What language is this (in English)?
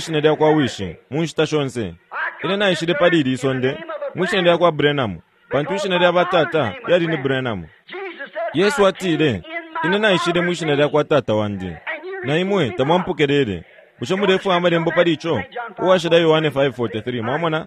Bemba